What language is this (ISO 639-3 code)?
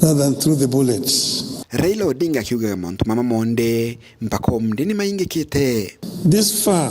mer